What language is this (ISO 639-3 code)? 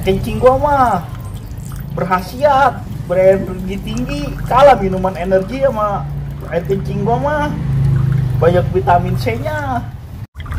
bew